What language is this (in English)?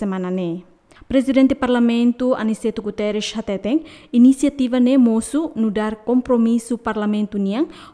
Tetum